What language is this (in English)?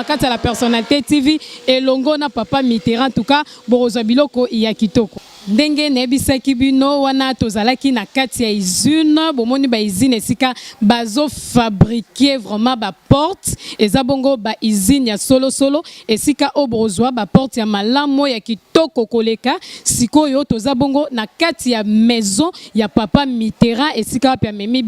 Lingala